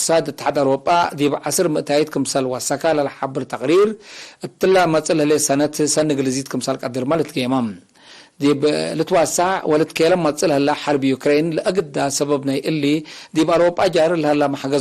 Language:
Tigre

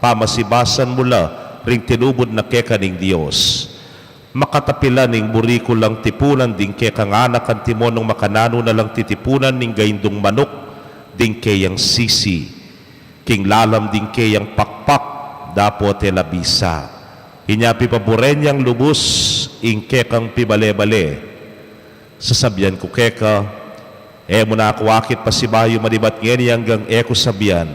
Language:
Pampanga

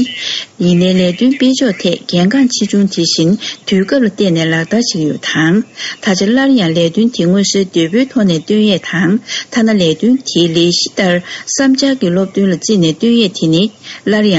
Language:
Tibetan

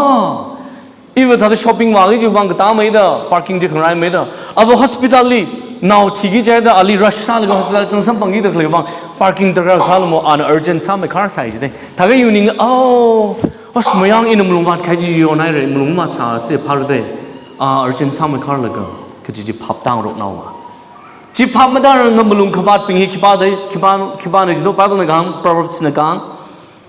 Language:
Tangkhul Naga (India)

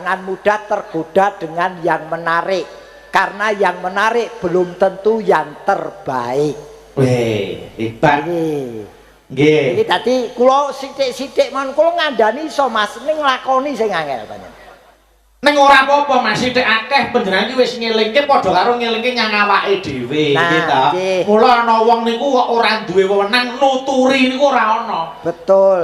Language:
Javanese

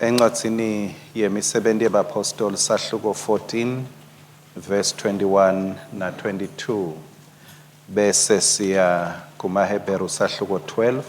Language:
Swati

